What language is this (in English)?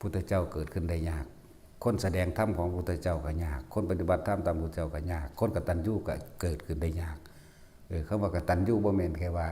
Northeastern Thai